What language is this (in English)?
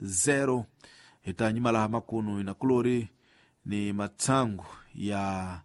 Tsonga